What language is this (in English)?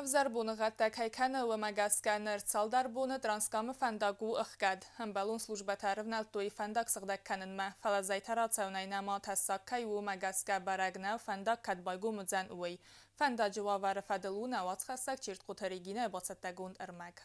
Ossetic